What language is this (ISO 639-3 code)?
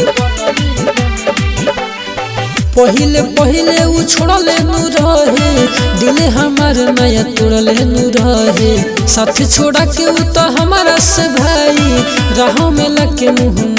bho